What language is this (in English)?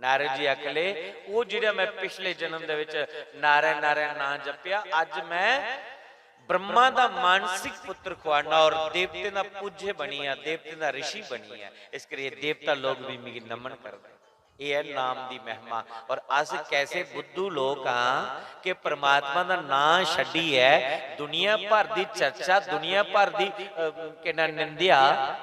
Dogri